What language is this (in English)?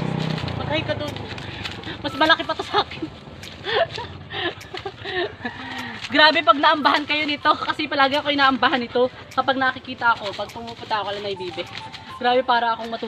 Filipino